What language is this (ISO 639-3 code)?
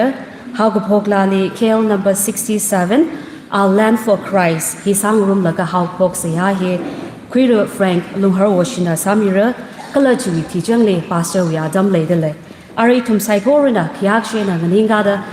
nmf